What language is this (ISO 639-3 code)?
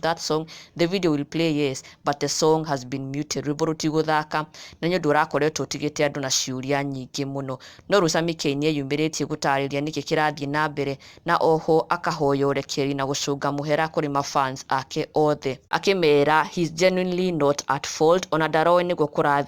kik